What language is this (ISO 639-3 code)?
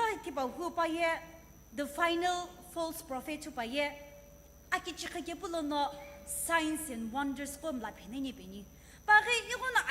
nsm